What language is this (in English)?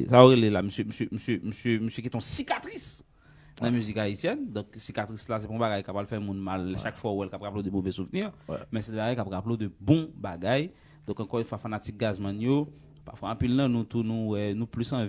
Haitian Creole